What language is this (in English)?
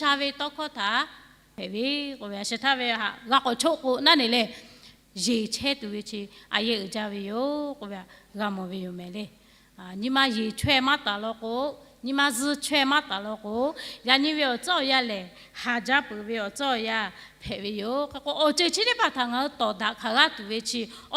Lahu